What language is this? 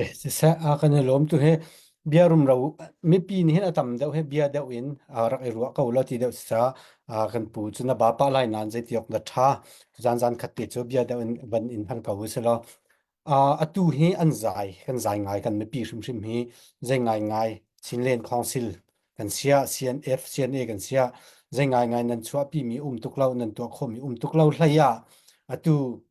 Hakha Chin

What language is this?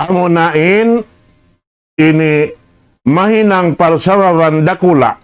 Tausug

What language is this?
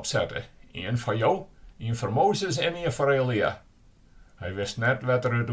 Western Frisian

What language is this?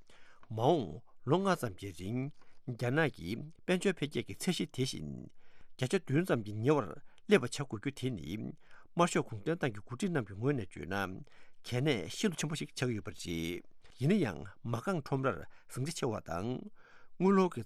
Tibetan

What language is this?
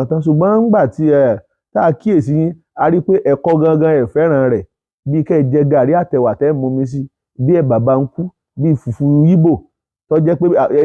Yoruba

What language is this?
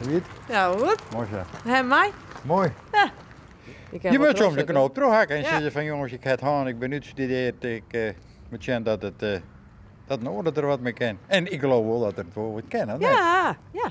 Western Frisian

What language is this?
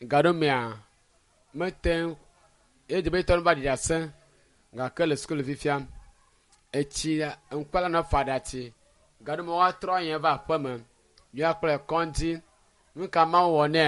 Ewe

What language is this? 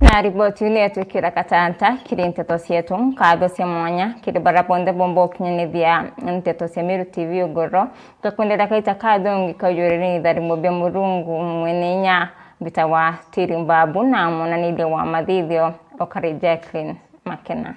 Meru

